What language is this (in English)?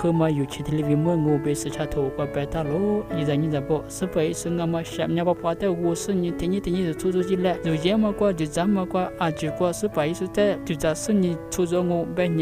Lisu